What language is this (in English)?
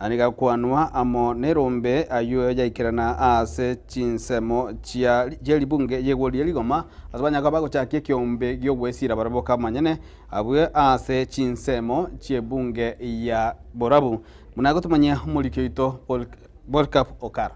Gusii